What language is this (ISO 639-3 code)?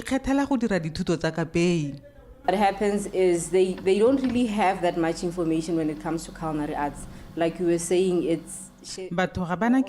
tsn